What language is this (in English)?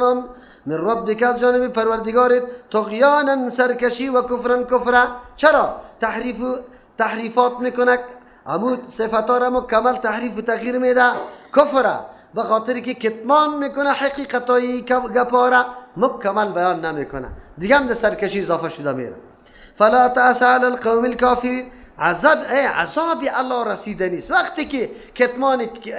Persian